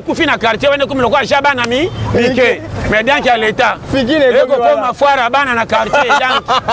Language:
Lingala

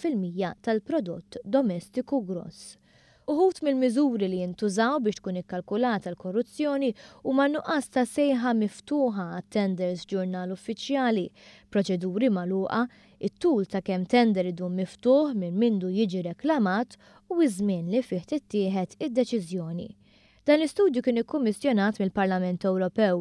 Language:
Maltese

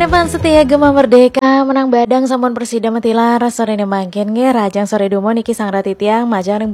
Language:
Balinese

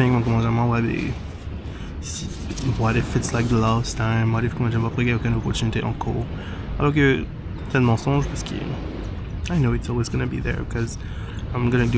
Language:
Morisyen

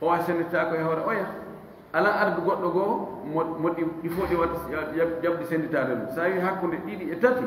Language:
Fula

